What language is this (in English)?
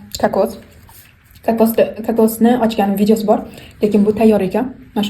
Uzbek